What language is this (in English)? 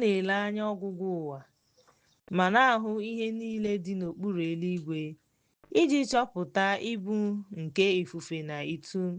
Igbo